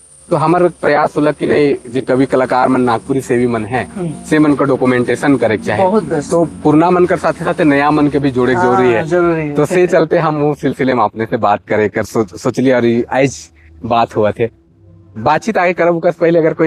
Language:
Sadri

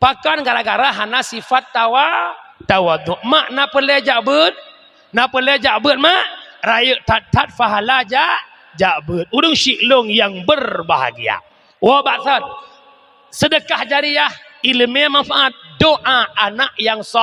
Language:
Achinese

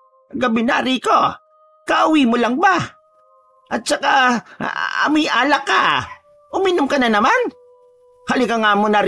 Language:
Filipino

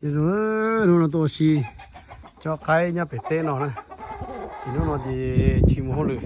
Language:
Hmong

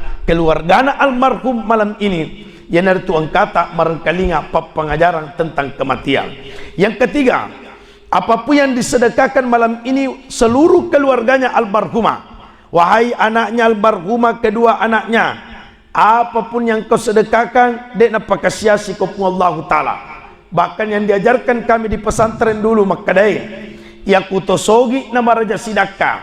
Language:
Buginese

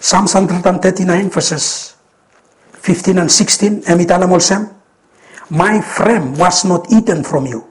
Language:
Bislama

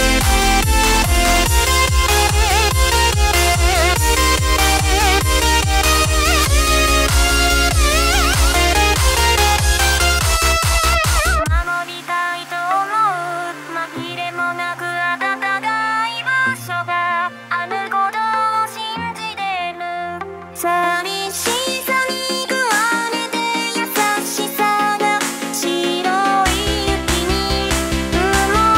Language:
Japanese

